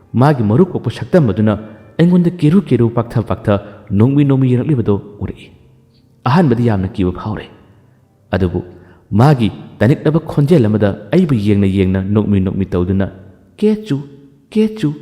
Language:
Manipuri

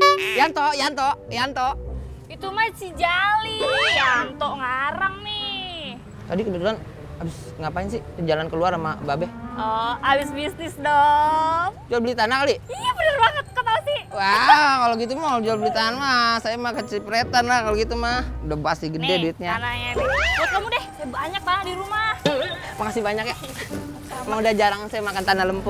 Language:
Betawi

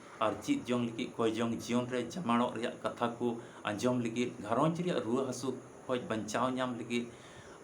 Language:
Santali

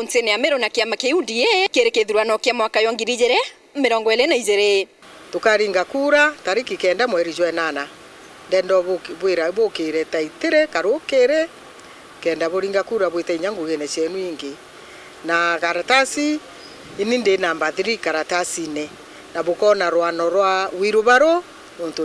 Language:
Meru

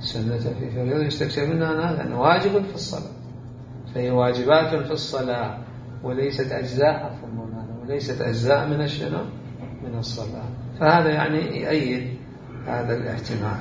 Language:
Mesopotamian Arabic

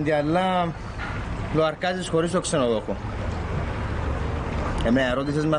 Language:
Greek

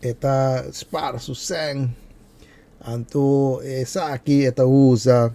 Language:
Papiamento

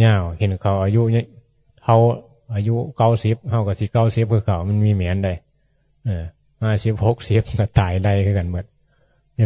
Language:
Northeastern Thai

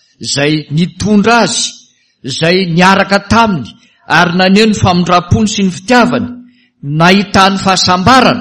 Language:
Malagasy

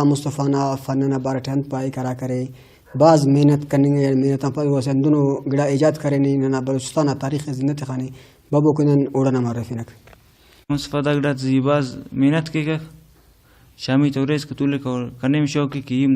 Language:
Brahui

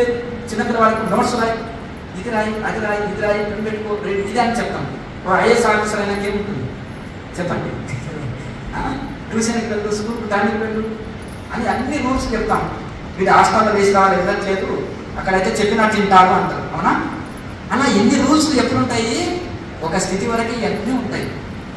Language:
Telugu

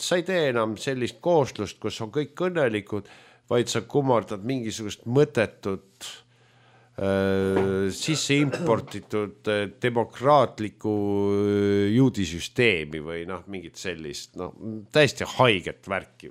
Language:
Estonian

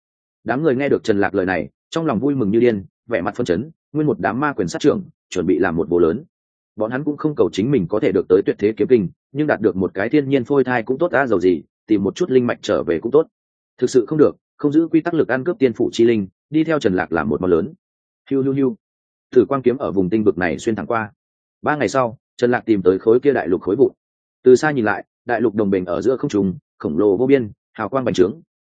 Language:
Vietnamese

